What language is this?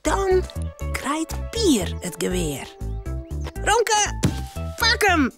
Western Frisian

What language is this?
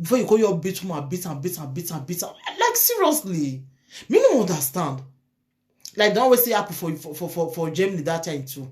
Nigerian Pidgin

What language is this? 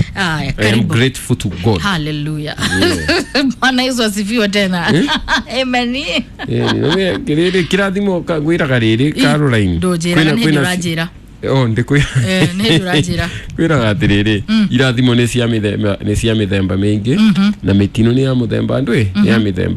Kikuyu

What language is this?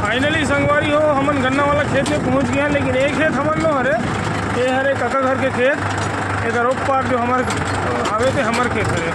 Chhattisgarhi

